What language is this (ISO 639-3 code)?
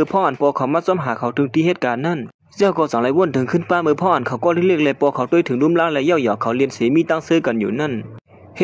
shn